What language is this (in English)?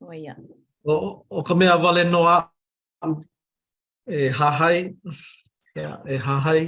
Hawaiian